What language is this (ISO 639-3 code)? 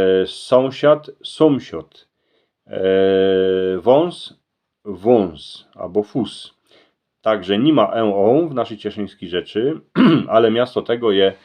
szl